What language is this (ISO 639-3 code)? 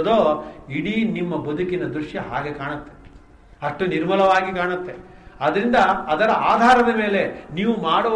kan